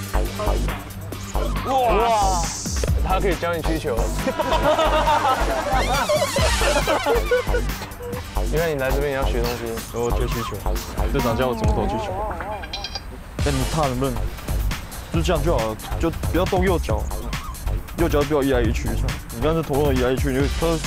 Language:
Chinese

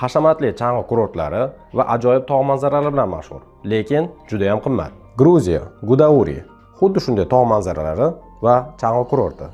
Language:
Uzbek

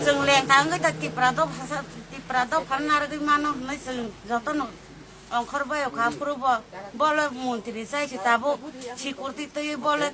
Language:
Kok Borok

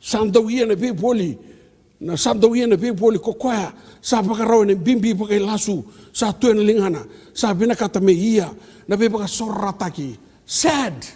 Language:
Fijian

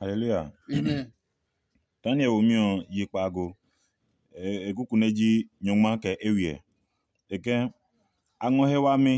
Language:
Adangme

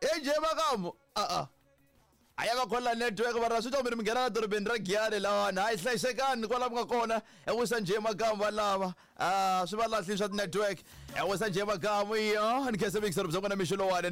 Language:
Tsonga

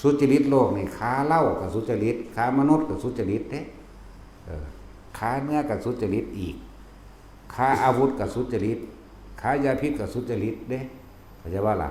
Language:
Northeastern Thai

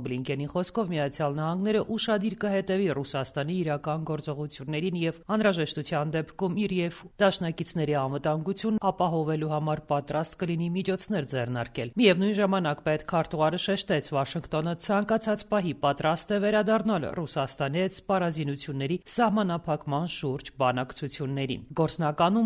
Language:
Armenian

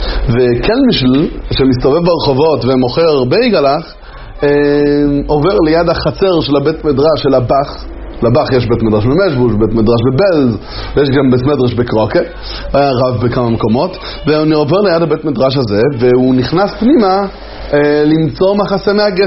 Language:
Hebrew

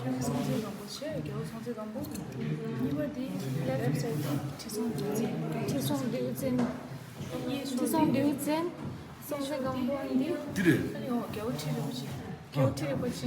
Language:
Tibetan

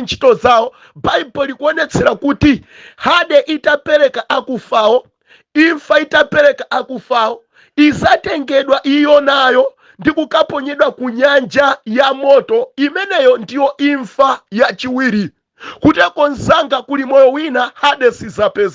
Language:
Nyanja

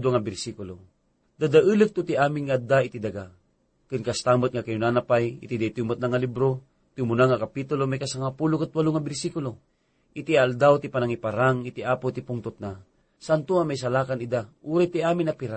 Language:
Iloko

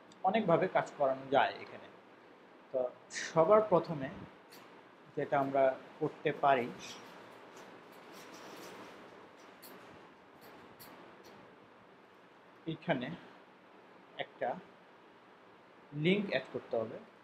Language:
Bangla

